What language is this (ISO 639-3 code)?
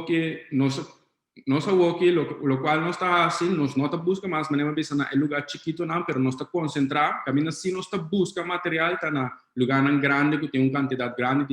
pap